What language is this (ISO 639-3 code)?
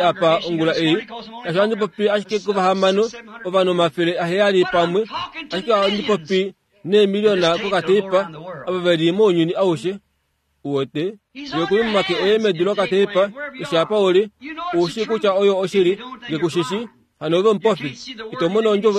kua